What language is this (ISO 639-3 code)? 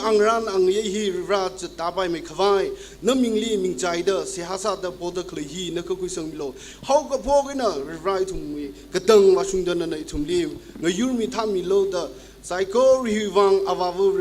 nmf